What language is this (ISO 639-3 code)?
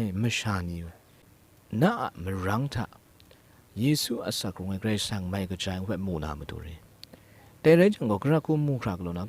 kac